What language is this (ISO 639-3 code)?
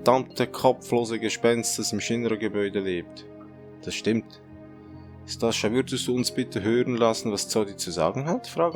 gsw